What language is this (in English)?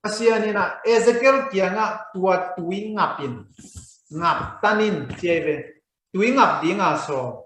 Tedim Chin